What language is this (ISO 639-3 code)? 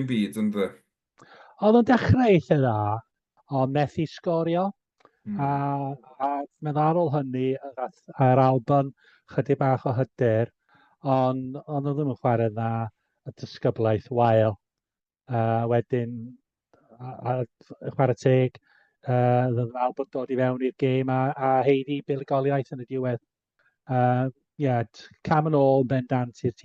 cym